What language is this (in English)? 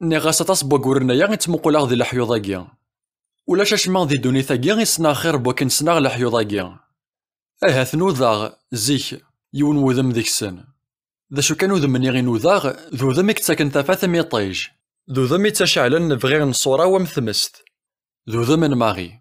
Kabyle